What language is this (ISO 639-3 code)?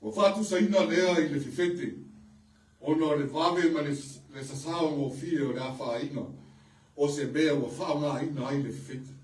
smo